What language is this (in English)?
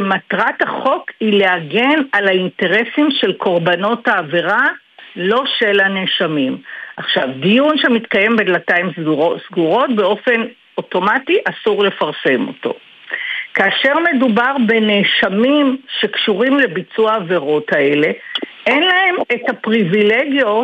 Hebrew